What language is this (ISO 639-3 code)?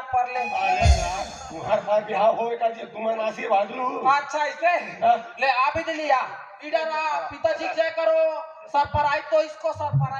hne